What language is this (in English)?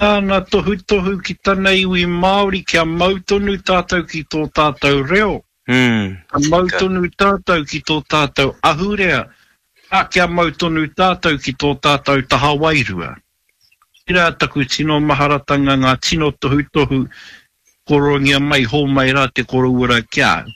Māori